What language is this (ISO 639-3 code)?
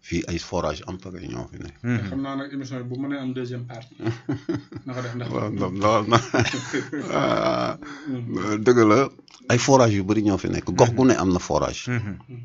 wol